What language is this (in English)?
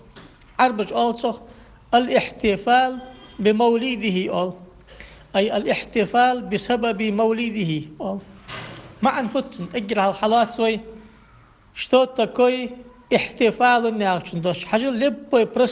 Ingush